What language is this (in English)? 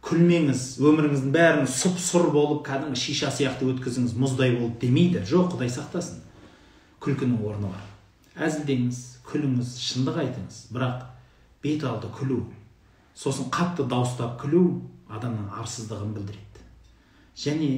Kazakh